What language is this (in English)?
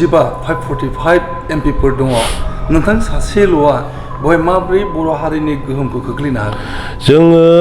Bodo